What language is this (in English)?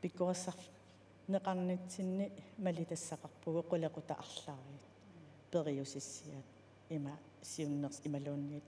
Kalaallisut